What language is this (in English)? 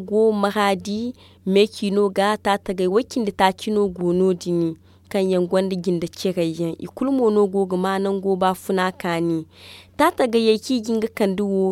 Zarma